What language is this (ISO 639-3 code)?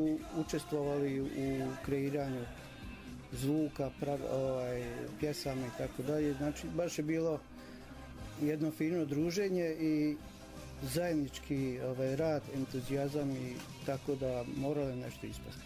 bos